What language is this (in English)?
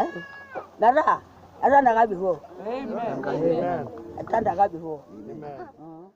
Masai